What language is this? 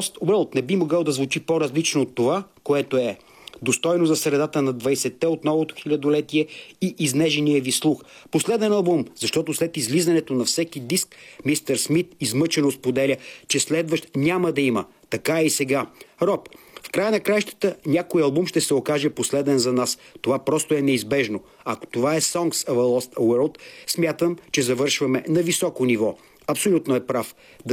Bulgarian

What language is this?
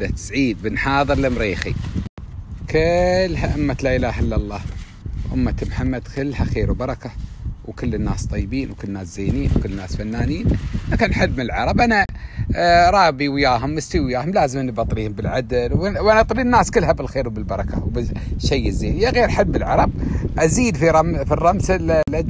Gulf Arabic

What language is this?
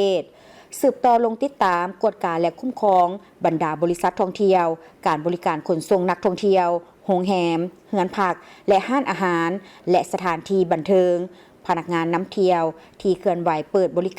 Lao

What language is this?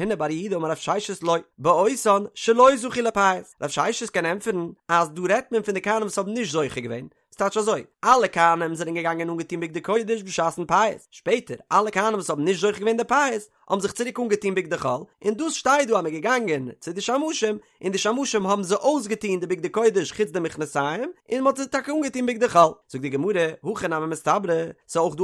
Yiddish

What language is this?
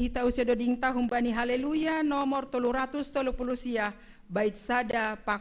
Batak Simalungun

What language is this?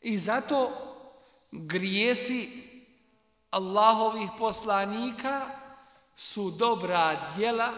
Bosnian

